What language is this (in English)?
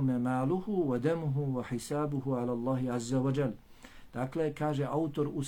Bosnian